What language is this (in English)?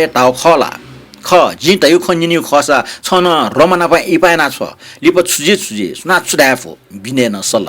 Newari